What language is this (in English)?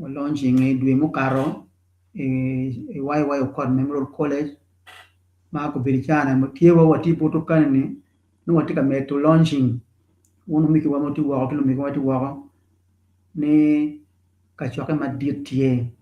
Acoli